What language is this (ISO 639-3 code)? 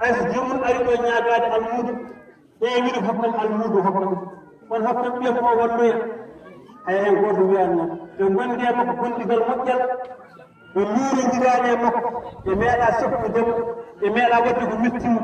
ful